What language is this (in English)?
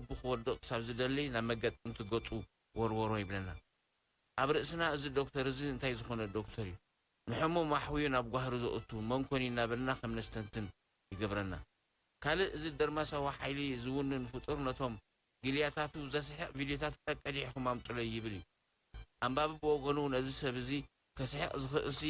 Tigrinya